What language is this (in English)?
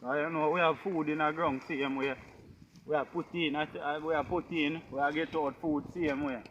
Jamaican Creole English